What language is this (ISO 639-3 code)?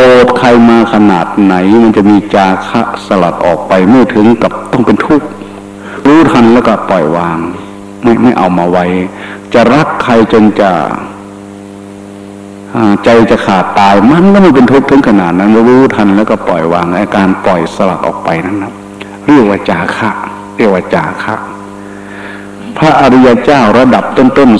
tha